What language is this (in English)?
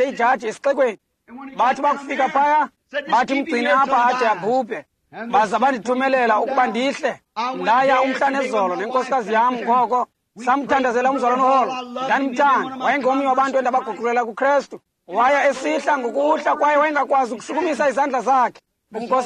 Xhosa